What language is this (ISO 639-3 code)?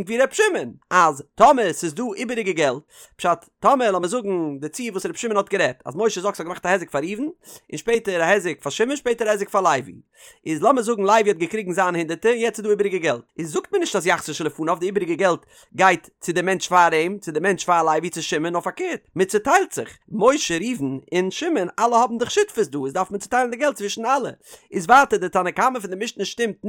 yid